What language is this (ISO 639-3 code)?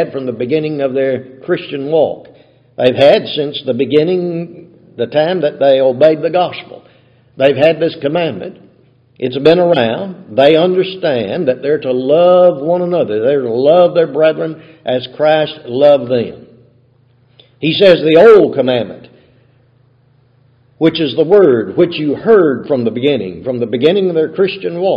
eng